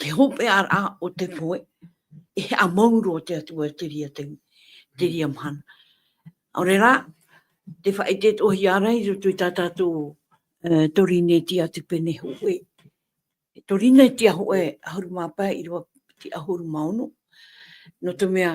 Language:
Tahitian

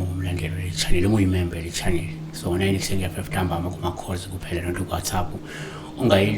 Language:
Zulu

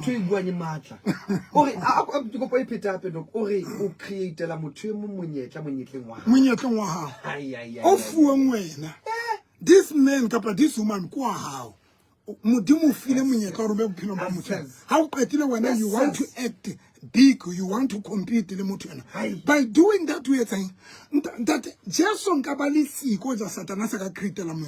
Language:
Southern Sotho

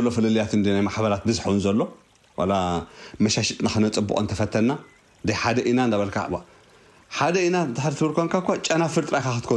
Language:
Tigrinya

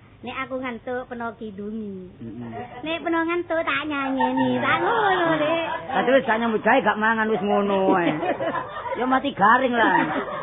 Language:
Javanese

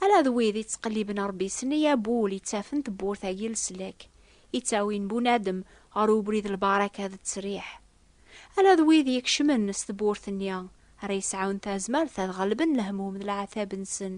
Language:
Kabyle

